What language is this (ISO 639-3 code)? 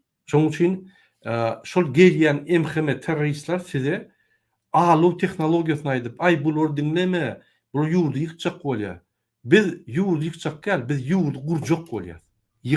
tuk